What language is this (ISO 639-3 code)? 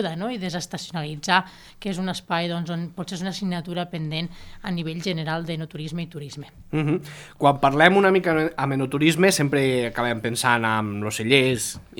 cat